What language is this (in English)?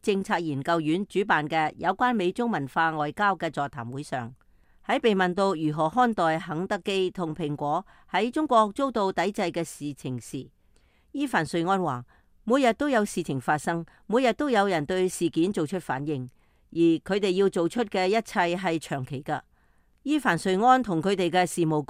Cantonese